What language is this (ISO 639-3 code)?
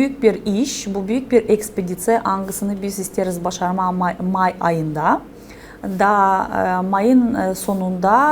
gag